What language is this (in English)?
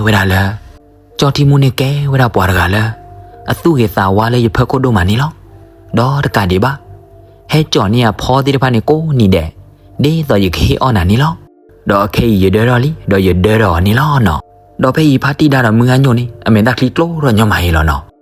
S'gaw Karen